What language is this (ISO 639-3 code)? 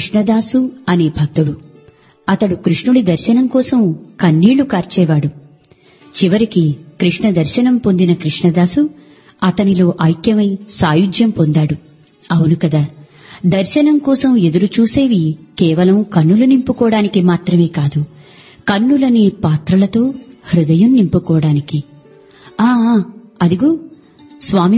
tel